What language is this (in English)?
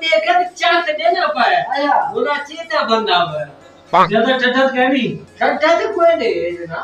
Saraiki